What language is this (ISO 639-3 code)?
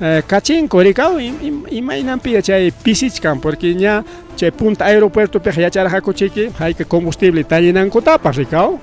quy